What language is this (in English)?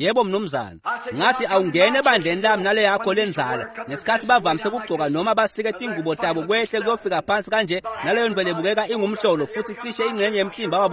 Swati